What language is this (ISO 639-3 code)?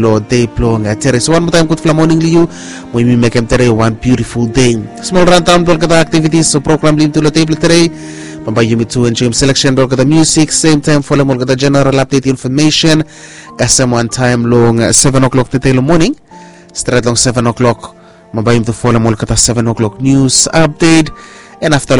bis